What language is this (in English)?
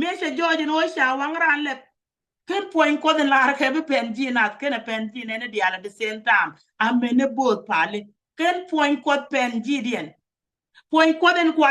Nuer